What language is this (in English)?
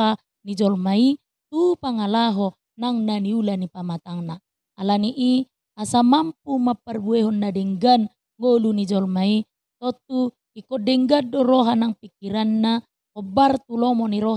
Batak Toba